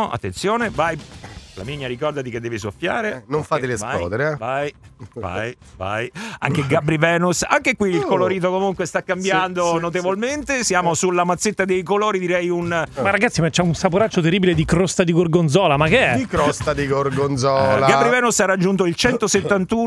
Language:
Italian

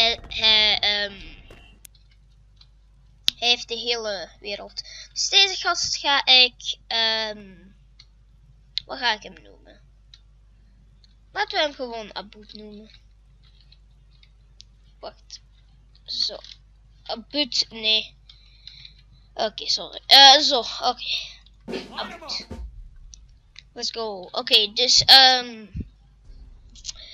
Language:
Dutch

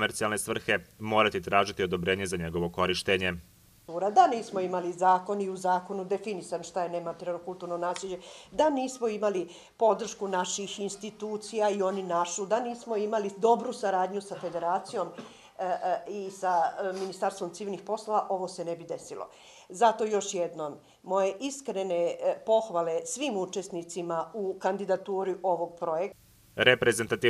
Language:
Bosnian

